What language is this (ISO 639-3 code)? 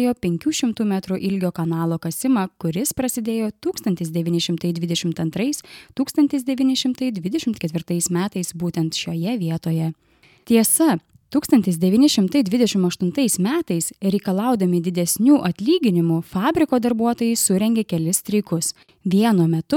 lit